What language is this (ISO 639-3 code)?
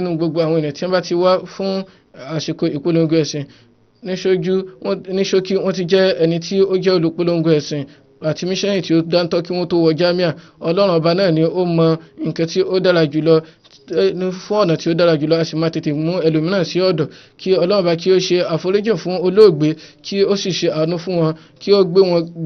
yor